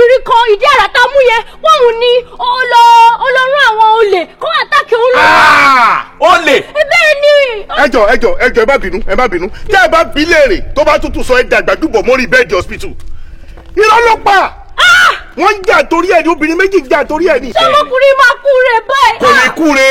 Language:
Yoruba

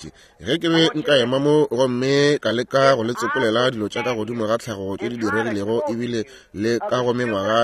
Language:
Northern Sotho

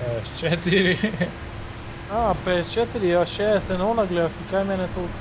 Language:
Macedonian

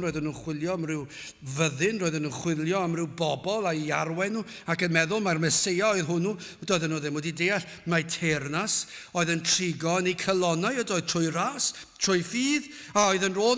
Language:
Welsh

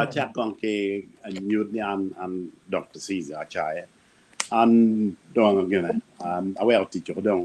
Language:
Acoli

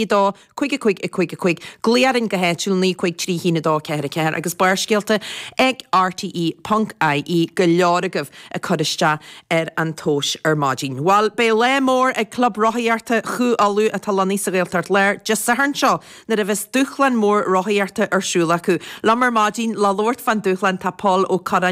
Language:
Irish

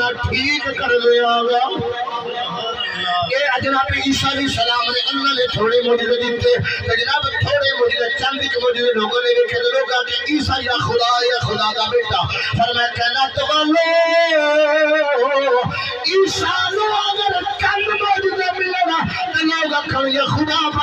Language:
Urdu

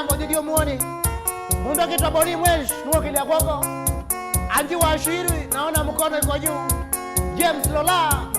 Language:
Kamba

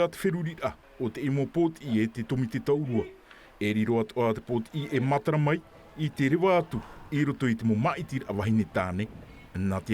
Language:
Tahitian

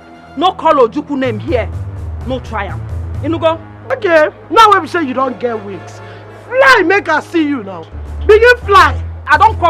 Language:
Nigerian Pidgin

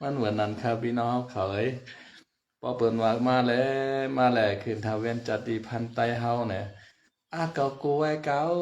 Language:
Shan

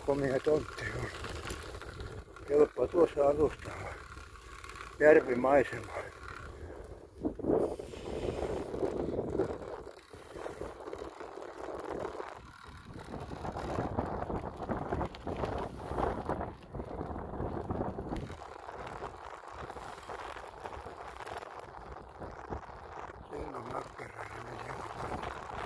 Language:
Finnish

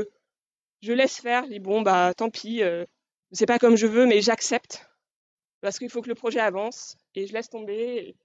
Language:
French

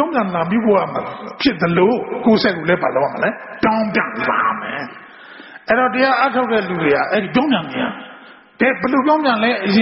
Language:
Burmese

